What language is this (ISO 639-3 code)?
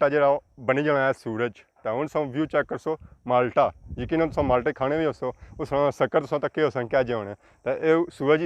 phr